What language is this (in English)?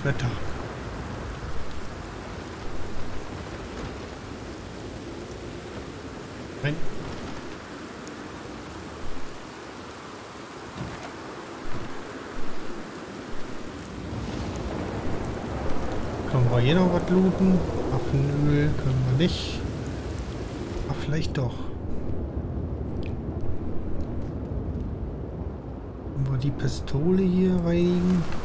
German